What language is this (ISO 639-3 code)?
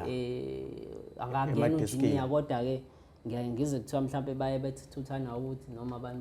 zul